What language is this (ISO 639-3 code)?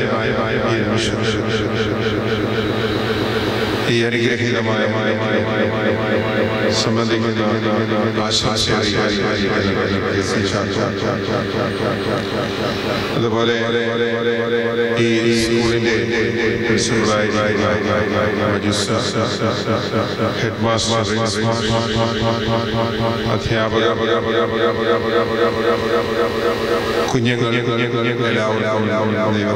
mal